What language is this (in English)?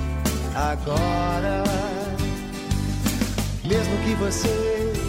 Portuguese